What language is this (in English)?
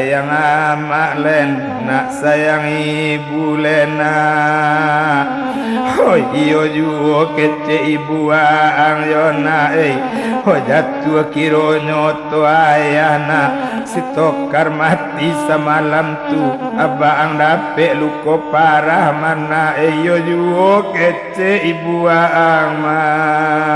Minangkabau